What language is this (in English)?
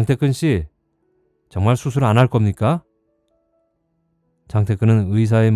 Korean